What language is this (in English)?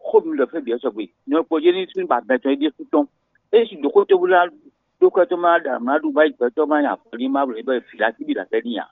Fon